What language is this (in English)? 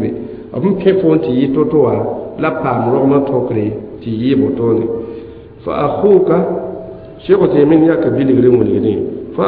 Mossi